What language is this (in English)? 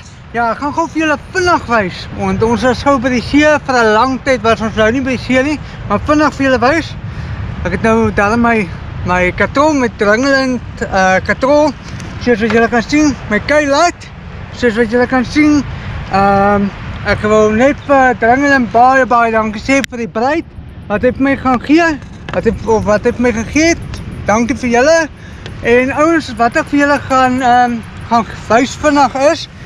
Afrikaans